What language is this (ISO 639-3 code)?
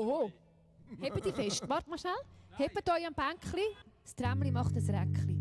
gsw